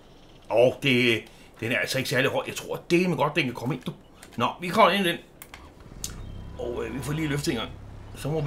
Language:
Danish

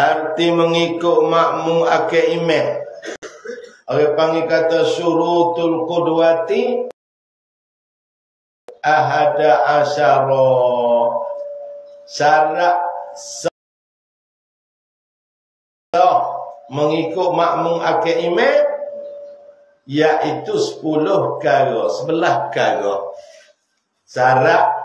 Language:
Malay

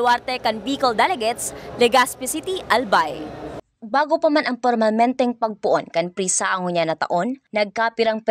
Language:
Bikol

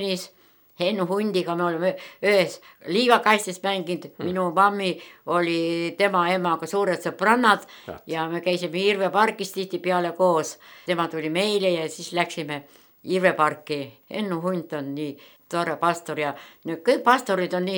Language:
Estonian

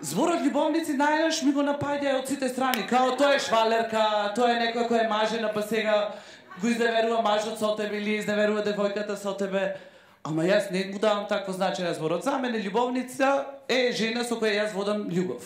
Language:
Macedonian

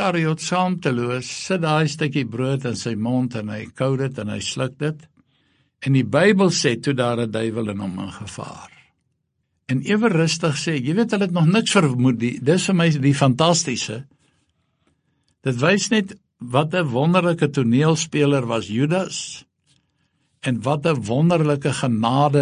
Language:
Afrikaans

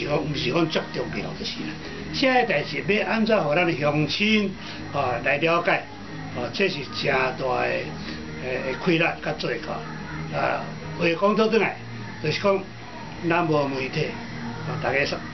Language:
Min Nan Chinese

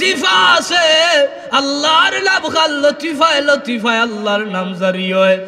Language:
Sylheti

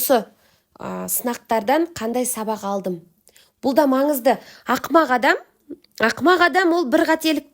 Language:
Kazakh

